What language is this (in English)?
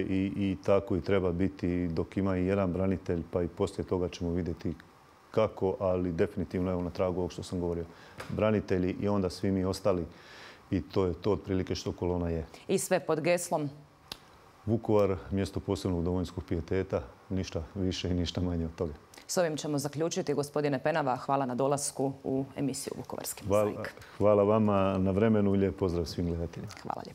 Croatian